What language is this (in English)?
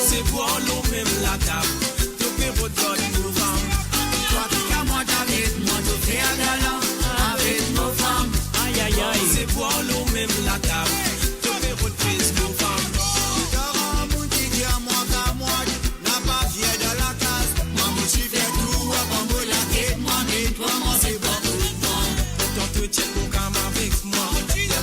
Morisyen